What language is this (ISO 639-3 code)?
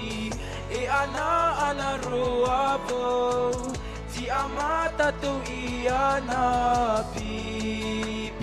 tah